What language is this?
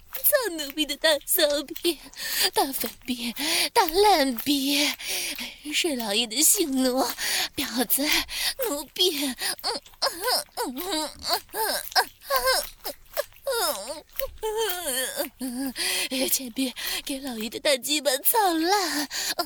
Chinese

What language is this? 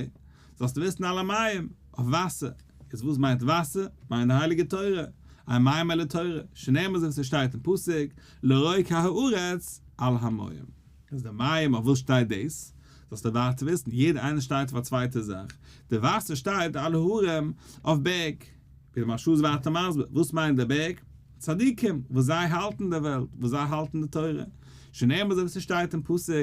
Yiddish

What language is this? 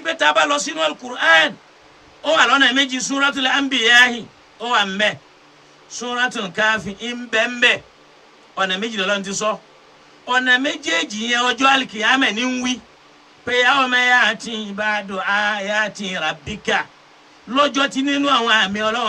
Yoruba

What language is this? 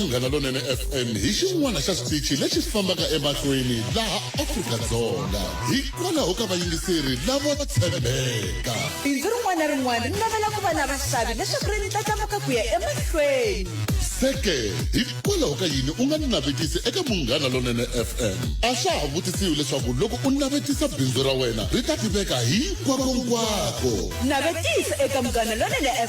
Tsonga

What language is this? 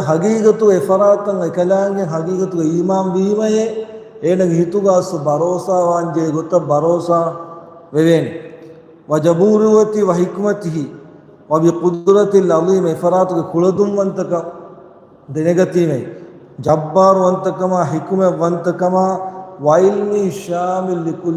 Divehi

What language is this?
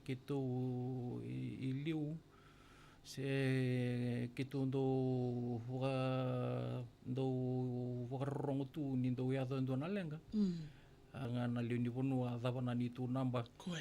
Fijian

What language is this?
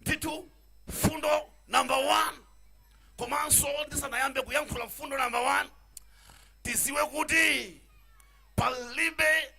Nyanja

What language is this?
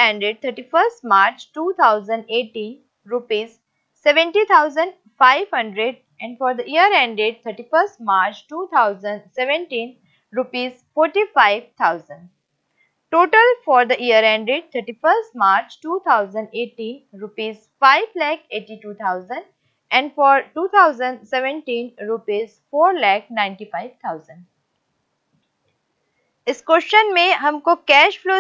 Hindi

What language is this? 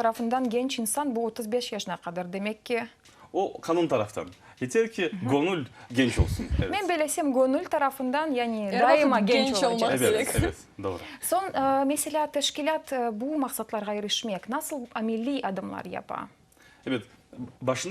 Crimean Tatar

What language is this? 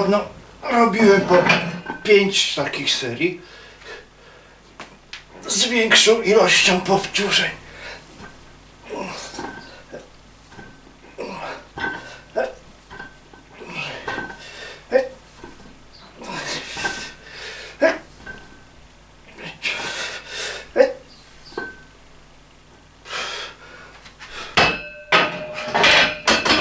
Polish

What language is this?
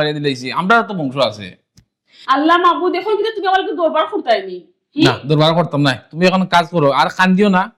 Sylheti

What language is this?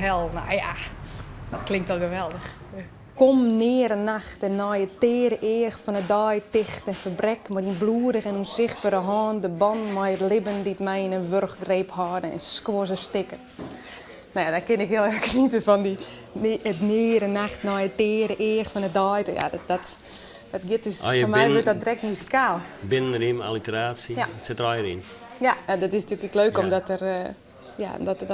Western Frisian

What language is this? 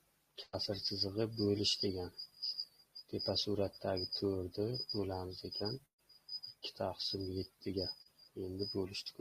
Uzbek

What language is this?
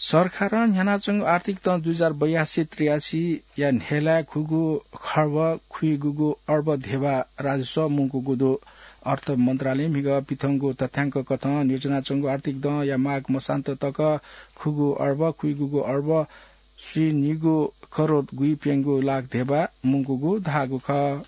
Newari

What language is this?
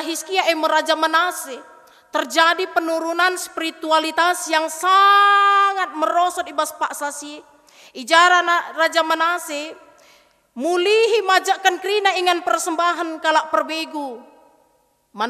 Batak Karo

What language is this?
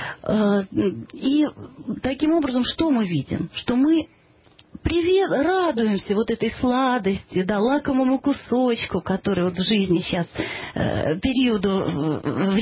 Russian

